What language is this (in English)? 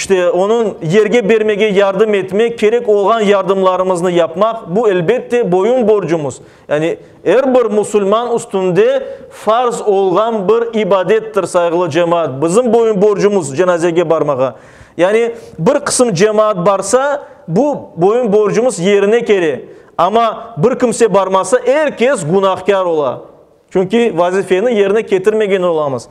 Crimean Tatar